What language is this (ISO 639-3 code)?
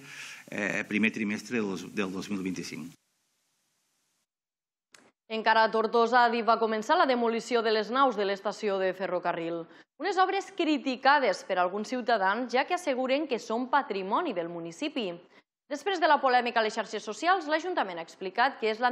cat